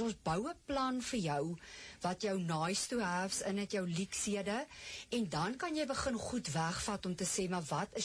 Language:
Afrikaans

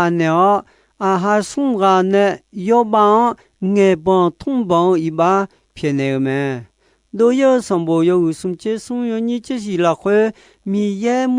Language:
Akha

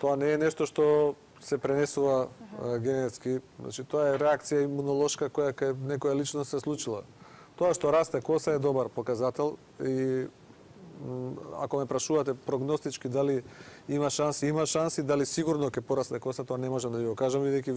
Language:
Macedonian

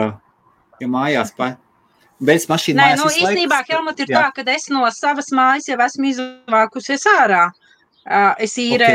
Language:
Latvian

